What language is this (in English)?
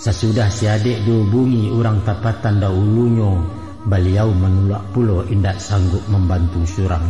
Minangkabau